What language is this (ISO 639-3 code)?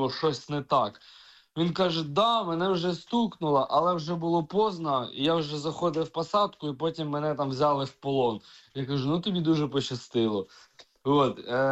ukr